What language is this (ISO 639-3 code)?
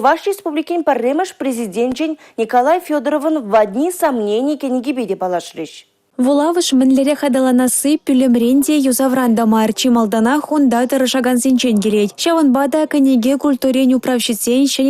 chv